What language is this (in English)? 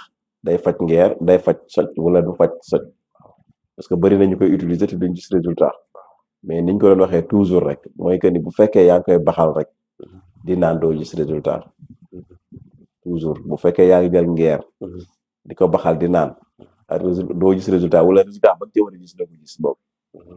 Wolof